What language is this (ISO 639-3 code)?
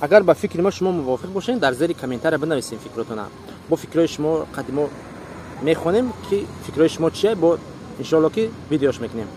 tgk